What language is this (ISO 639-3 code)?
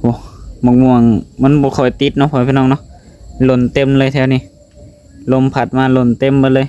lao